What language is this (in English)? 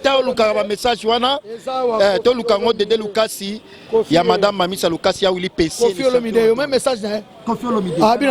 Lingala